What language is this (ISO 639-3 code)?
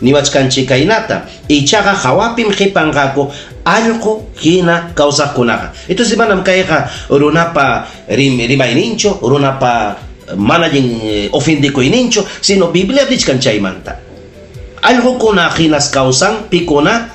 quy